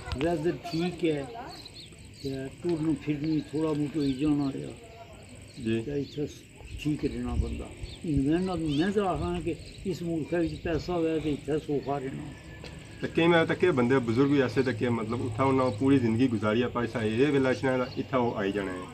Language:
Pahari-Potwari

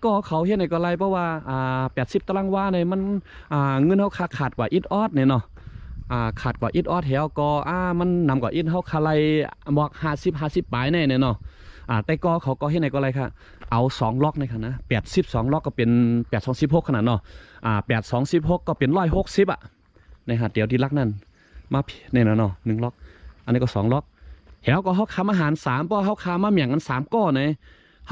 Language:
Shan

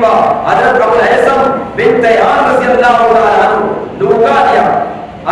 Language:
Eastern Balochi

